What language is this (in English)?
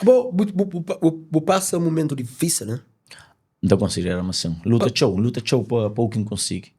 Kabuverdianu